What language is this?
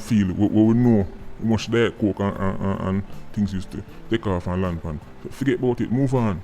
Jamaican Creole English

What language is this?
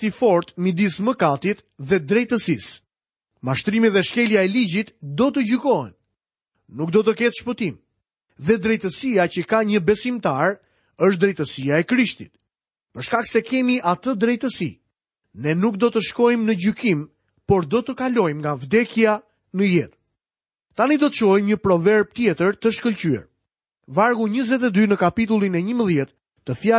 Albanian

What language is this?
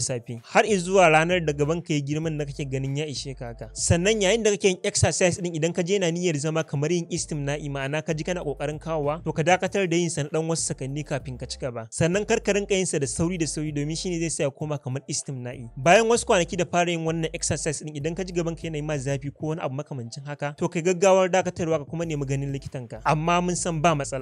Hausa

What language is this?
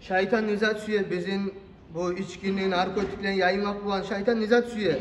Kumyk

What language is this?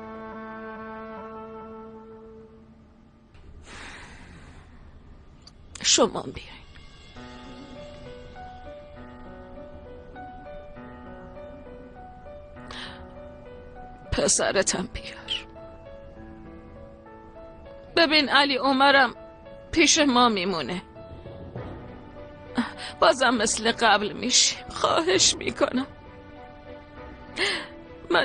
Persian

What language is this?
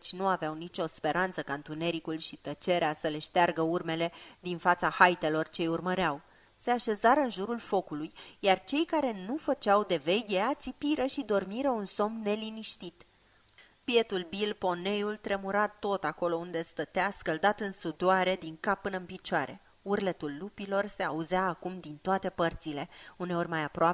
Romanian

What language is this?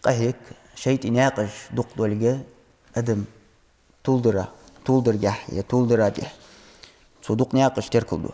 Ingush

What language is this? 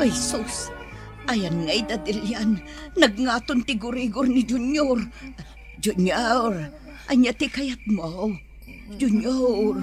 Iloko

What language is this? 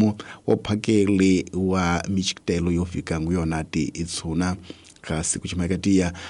Tsonga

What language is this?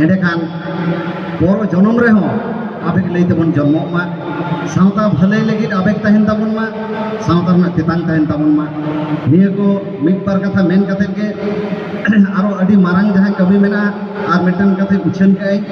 Santali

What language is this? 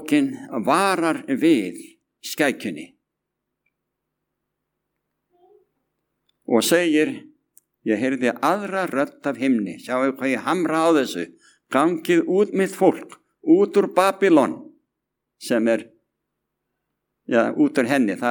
Icelandic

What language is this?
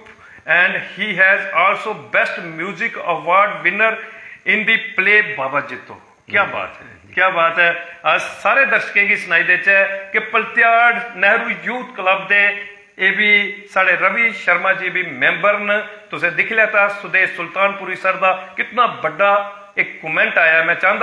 Dogri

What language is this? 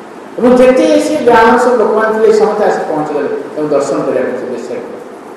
Odia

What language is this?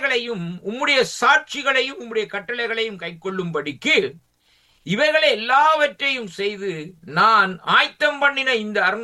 Tamil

